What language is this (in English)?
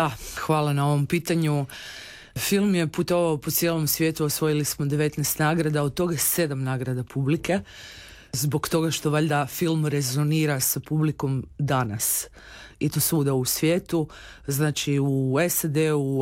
Croatian